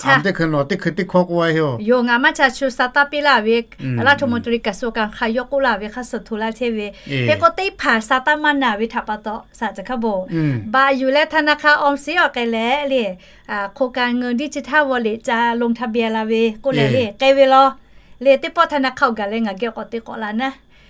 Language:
Lahu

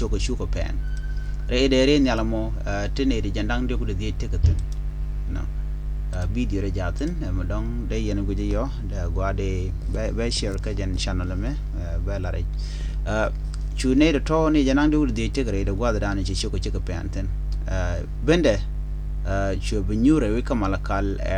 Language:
Nuer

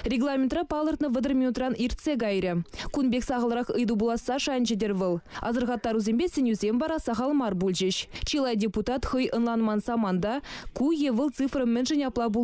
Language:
Chuvash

